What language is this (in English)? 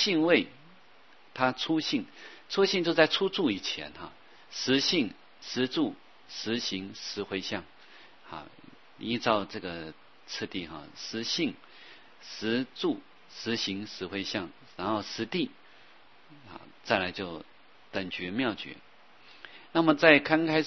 Chinese